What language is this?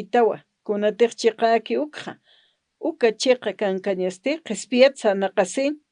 Aymara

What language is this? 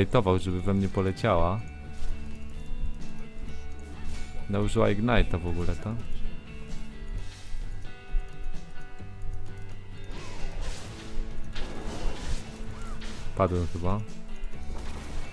Polish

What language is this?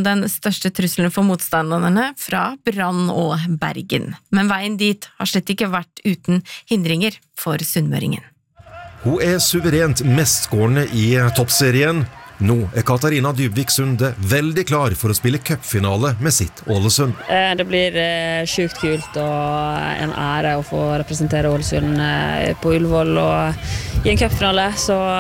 Norwegian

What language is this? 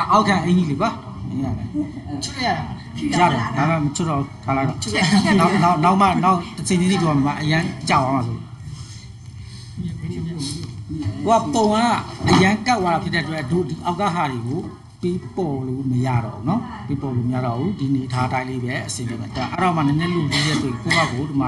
Burmese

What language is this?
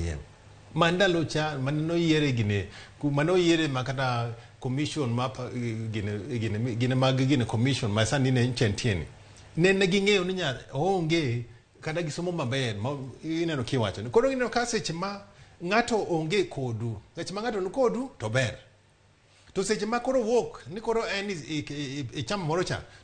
Luo (Kenya and Tanzania)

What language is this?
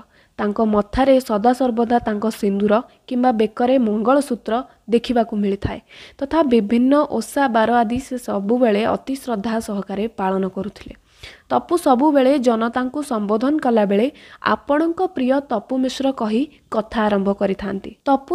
Odia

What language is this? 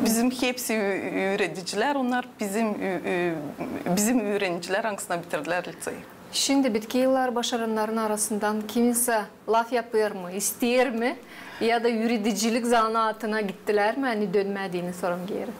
Gagauz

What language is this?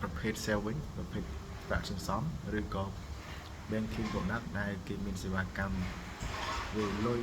Khmer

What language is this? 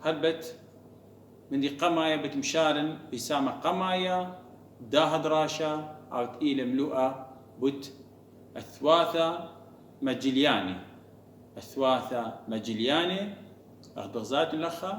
Assyrian Neo-Aramaic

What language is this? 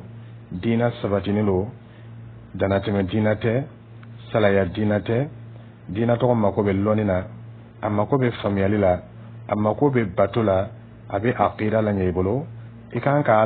Dyula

